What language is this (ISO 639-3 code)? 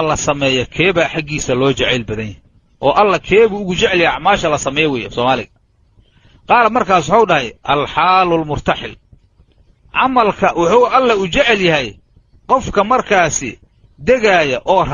som